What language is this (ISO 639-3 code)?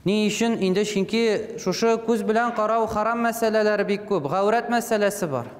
tat